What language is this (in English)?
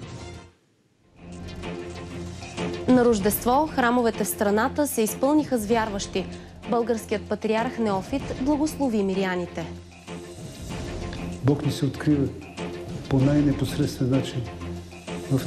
Bulgarian